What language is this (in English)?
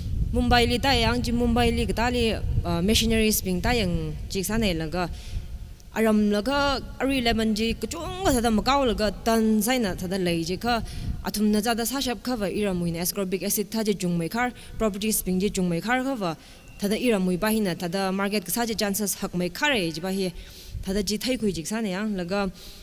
Tangkhul Naga (India)